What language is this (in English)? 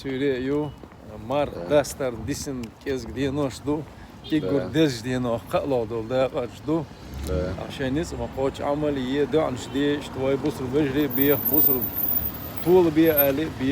Chechen